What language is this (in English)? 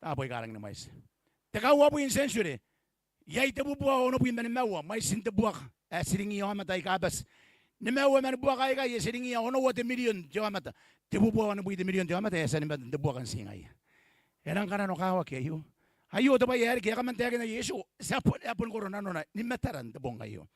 Gilbertese